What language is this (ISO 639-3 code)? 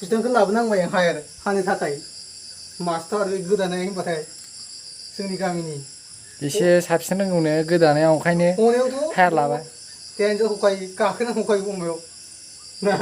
brx